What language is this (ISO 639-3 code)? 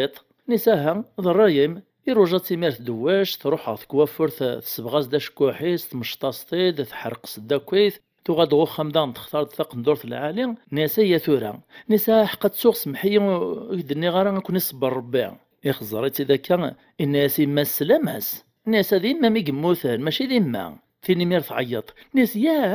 kab